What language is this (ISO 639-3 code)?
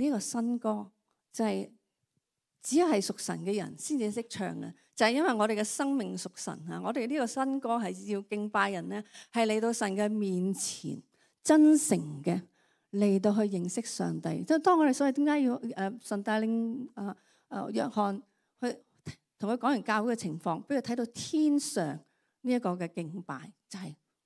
yue